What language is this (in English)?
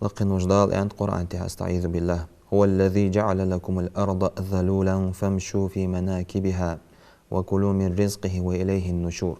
Ingush